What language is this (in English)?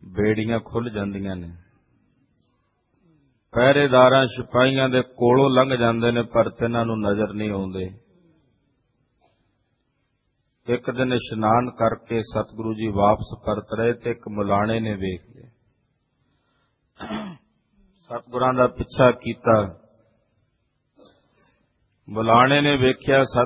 Punjabi